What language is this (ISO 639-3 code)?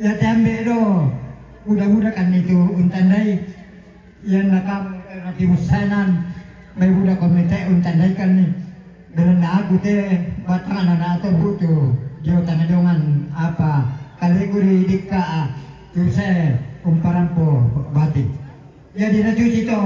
sda